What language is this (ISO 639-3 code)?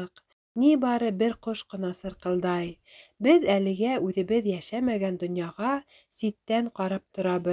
bak